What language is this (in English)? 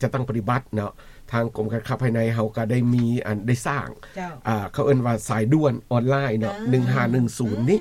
Lao